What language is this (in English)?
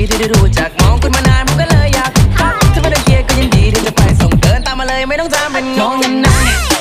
Thai